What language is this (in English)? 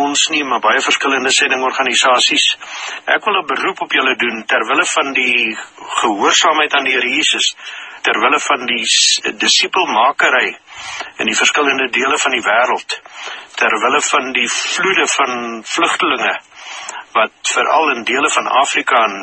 Afrikaans